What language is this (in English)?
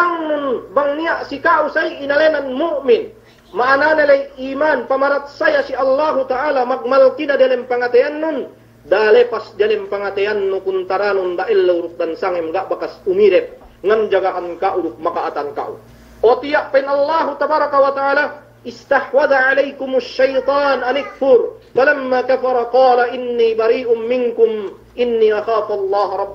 Yakan